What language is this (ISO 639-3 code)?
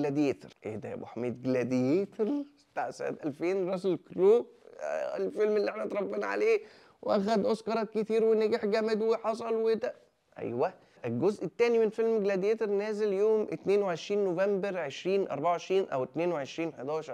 arz